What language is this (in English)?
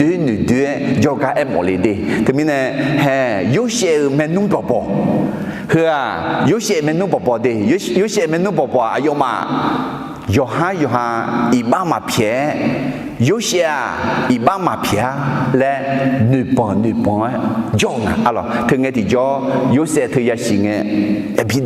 Akha